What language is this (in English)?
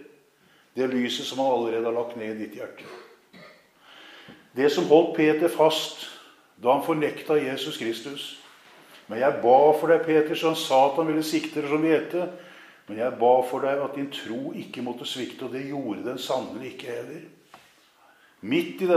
Norwegian